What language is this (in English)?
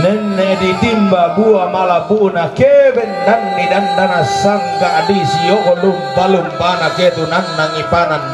Toraja-Sa'dan